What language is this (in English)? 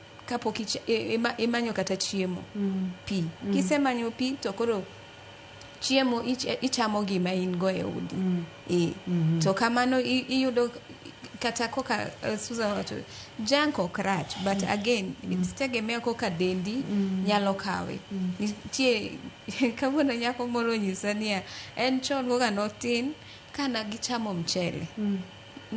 Luo (Kenya and Tanzania)